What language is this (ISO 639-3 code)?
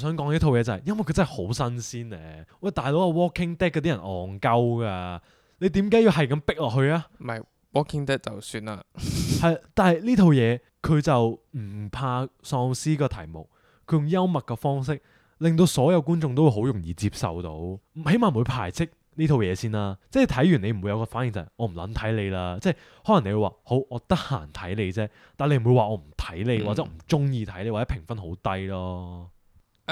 yue